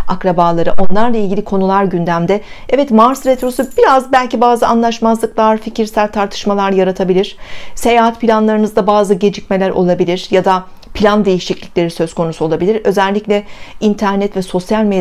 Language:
Turkish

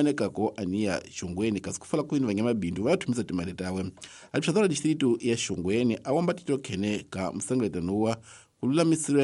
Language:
Tsonga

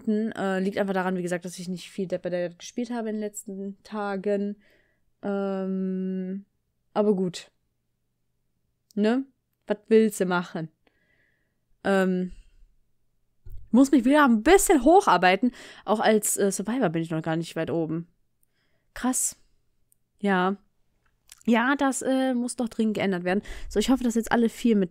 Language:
German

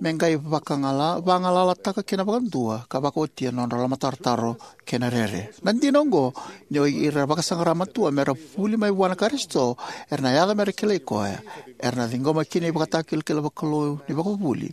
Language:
Fijian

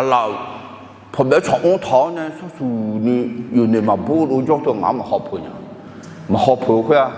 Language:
Akha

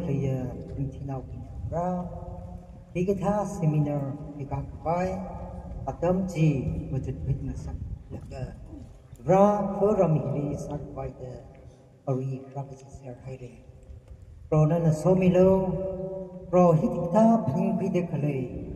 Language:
Tangkhul Naga (India)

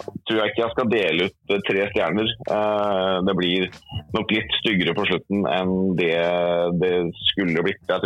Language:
Norwegian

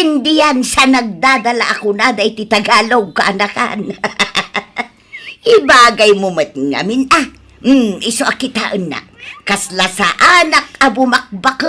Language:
Iloko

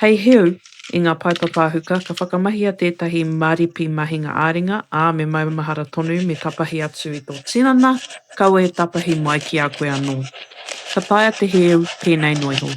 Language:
Māori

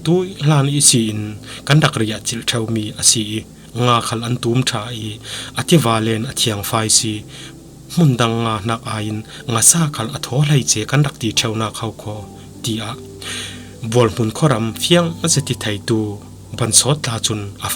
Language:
Falam Chin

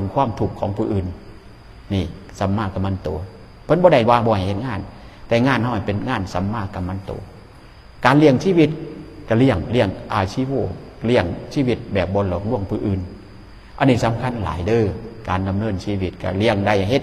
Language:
Northeastern Thai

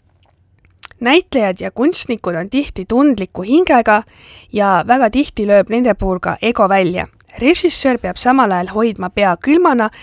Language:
Estonian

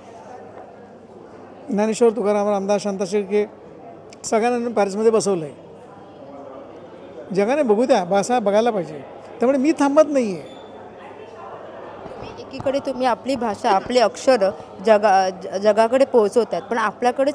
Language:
Marathi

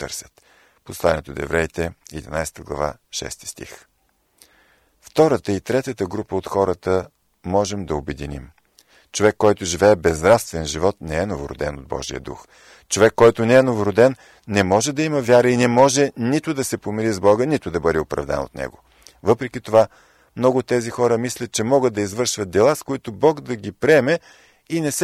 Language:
Bulgarian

